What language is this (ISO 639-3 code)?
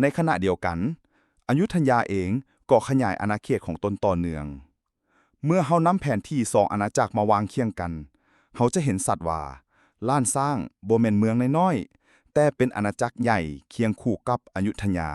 lao